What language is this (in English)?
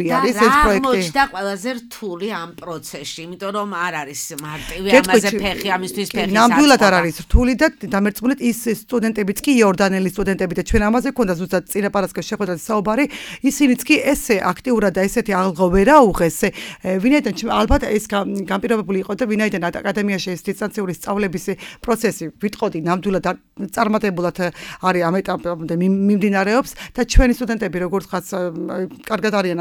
Georgian